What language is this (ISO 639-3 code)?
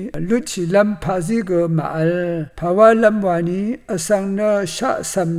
raw